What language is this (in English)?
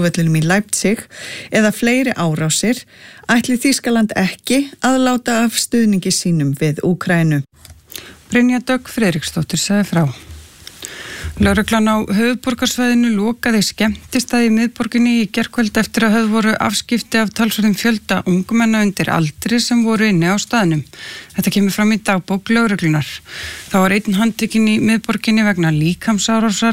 Icelandic